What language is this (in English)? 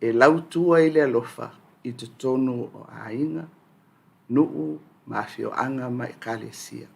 Samoan